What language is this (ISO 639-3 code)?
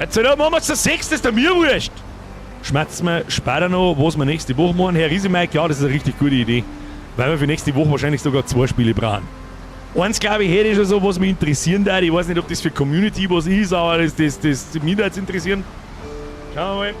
bar